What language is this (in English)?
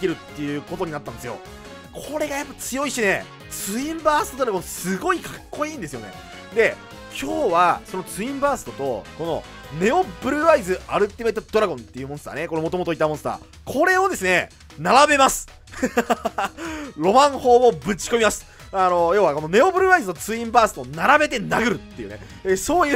Japanese